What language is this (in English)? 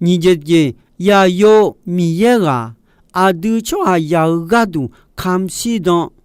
Akha